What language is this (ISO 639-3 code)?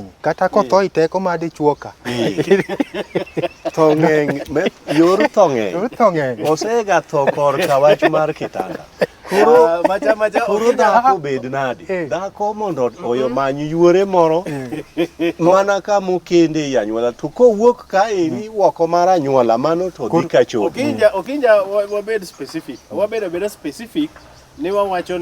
luo